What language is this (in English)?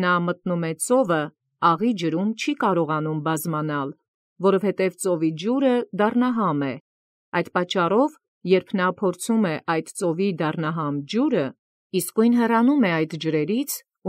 Armenian